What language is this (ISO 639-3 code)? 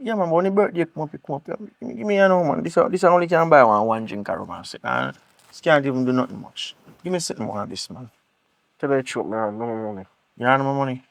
jam